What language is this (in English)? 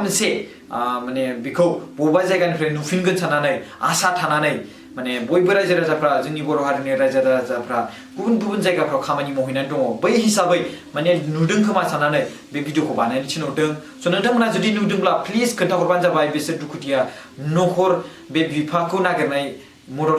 Bodo